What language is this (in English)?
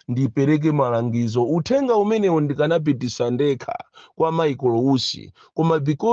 Nyanja